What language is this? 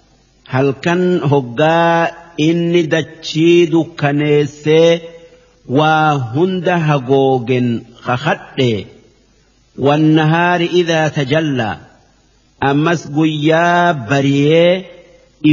Oromo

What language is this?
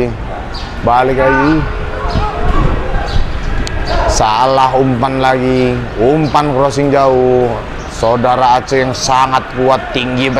Indonesian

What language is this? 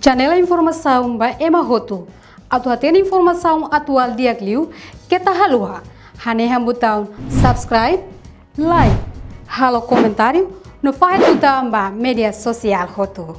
Tetum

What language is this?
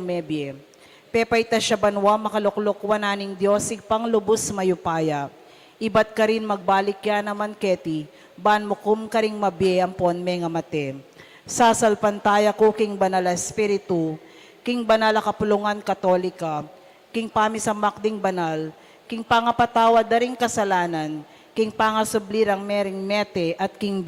Pampanga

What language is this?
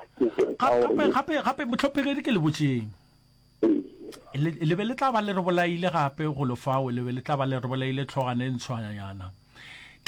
Northern Sotho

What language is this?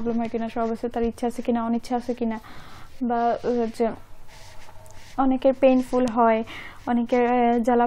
Bangla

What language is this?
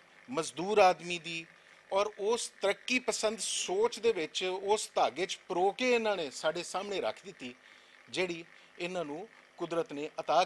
Western Panjabi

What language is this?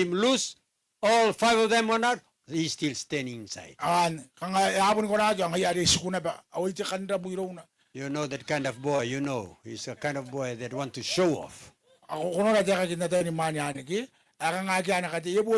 Gilbertese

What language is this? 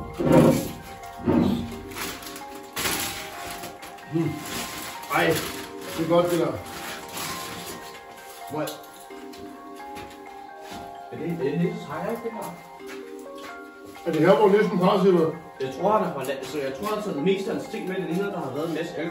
Danish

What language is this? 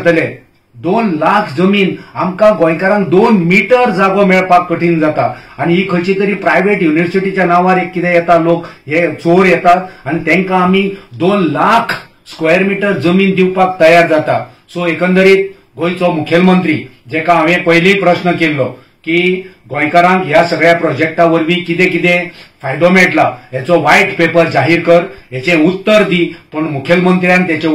Konkani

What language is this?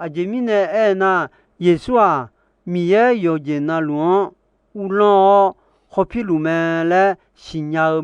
Akha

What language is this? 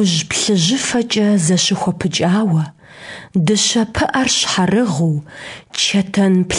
Kabardian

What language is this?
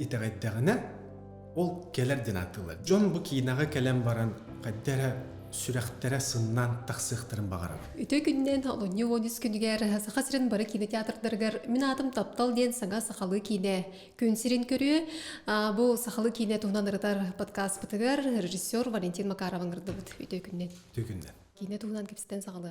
Yakut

